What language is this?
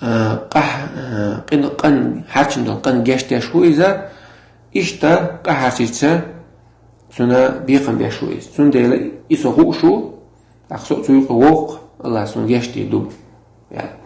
Chechen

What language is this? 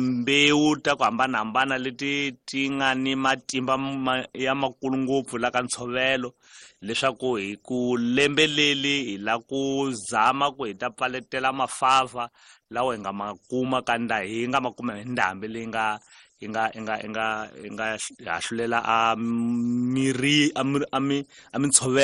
Tsonga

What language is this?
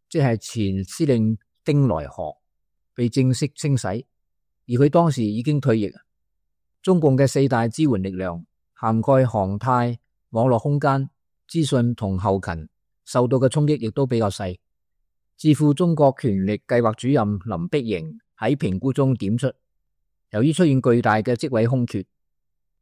Cantonese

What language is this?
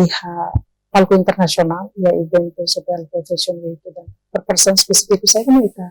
Tetum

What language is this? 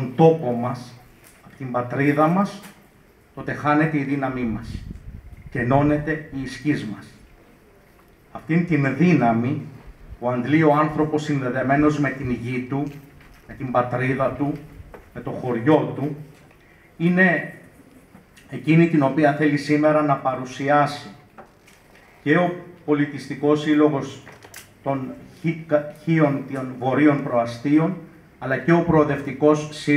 Greek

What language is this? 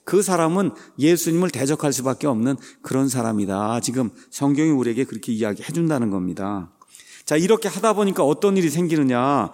Korean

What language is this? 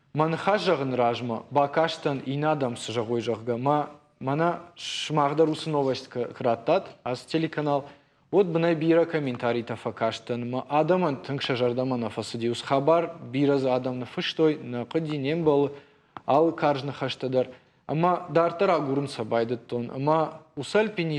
Ossetic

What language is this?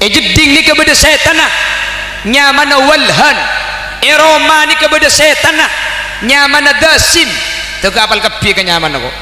Madurese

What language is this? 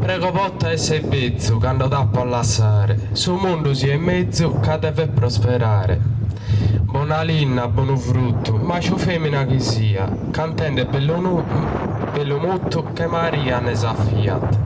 Sardinian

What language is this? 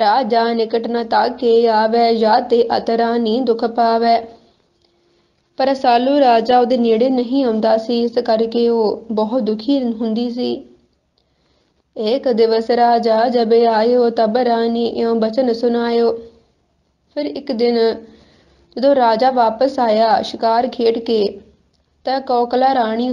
Punjabi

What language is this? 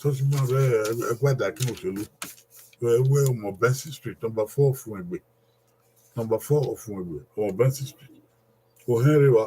Bini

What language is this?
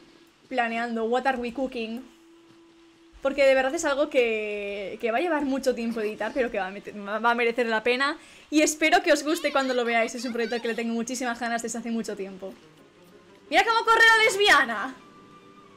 Spanish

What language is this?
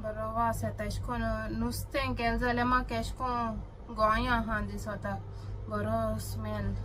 Konkani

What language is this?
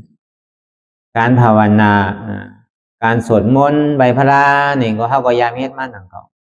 Shan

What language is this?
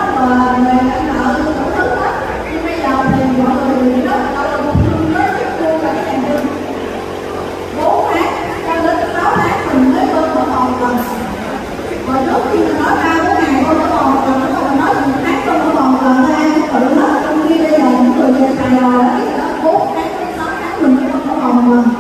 Vietnamese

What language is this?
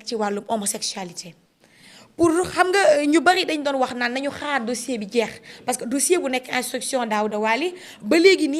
Wolof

